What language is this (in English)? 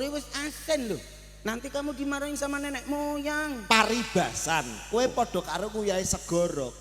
Javanese